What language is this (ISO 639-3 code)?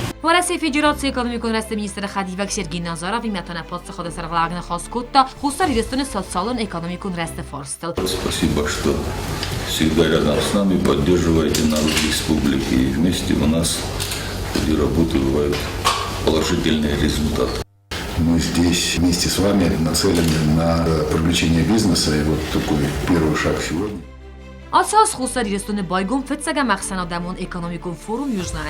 oss